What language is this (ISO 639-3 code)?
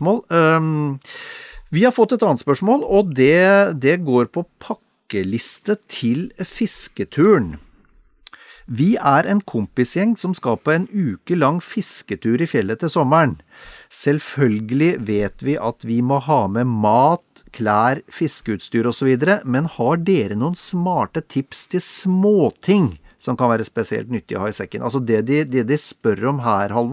nor